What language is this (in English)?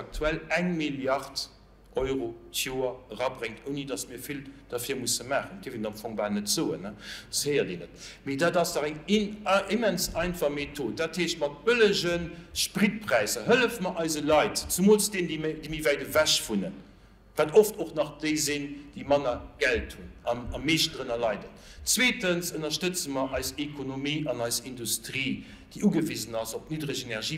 Luxembourgish